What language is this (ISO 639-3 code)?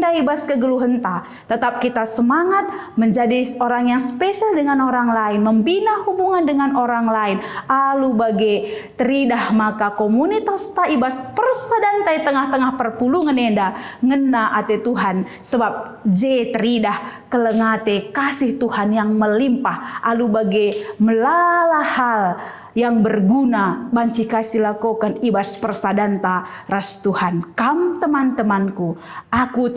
btx